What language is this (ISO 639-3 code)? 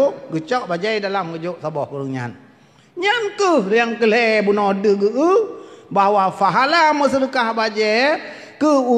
ace